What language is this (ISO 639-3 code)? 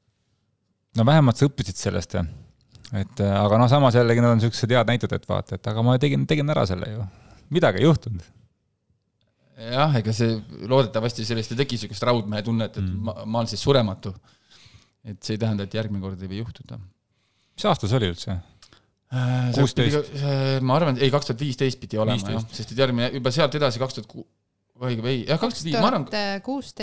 est